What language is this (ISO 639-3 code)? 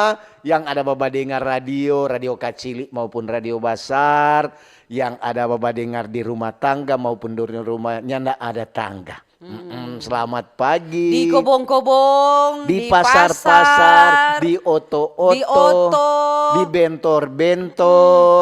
xmm